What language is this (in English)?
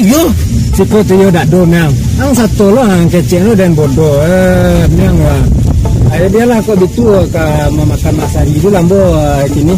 Minangkabau